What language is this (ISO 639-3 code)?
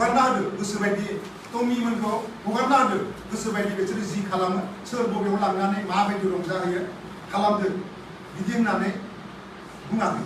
brx